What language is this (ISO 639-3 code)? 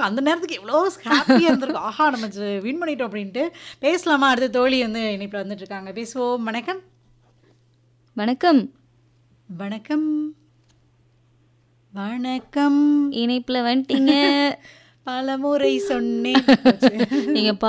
tam